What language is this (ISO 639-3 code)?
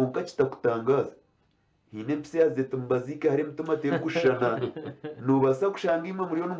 nyn